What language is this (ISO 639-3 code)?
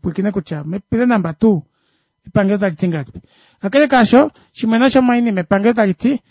kua